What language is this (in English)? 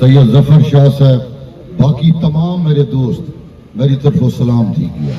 Saraiki